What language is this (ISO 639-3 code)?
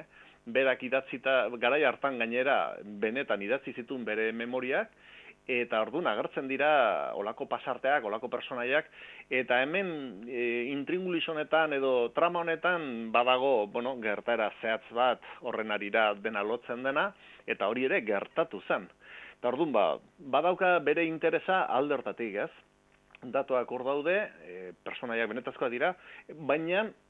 eus